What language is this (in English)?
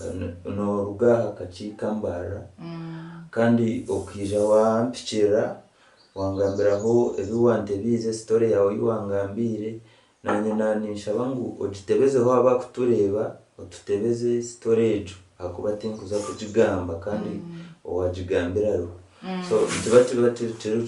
Nyankole